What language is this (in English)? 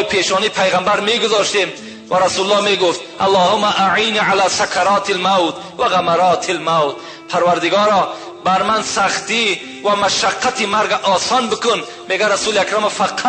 Tajik